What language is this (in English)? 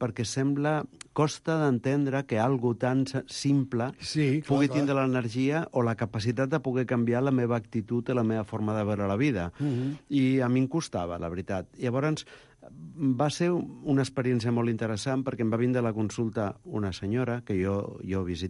Catalan